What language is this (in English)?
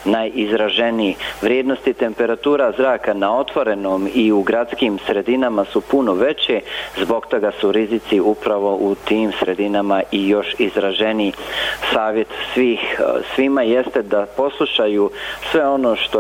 Bosnian